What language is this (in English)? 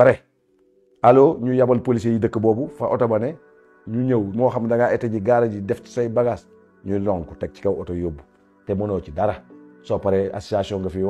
Wolof